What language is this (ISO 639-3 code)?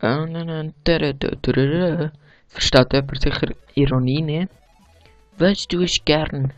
gsw